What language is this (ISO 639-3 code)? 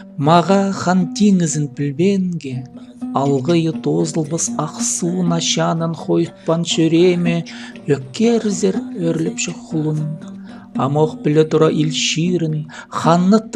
kjh